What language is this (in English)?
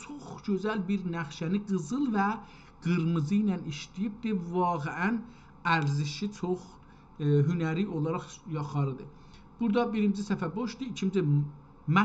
South Azerbaijani